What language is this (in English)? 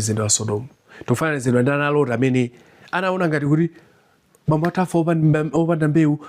Nyanja